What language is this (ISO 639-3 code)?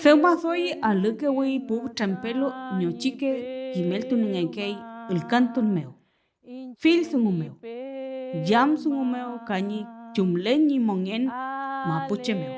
arn